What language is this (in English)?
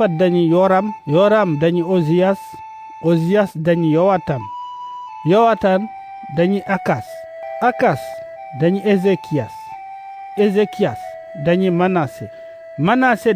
Fula